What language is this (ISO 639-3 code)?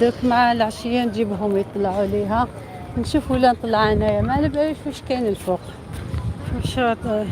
arq